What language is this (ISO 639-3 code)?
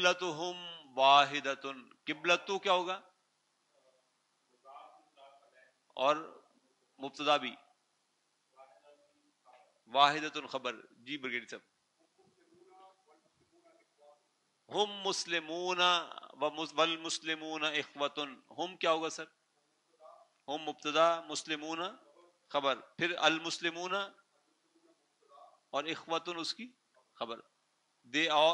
urd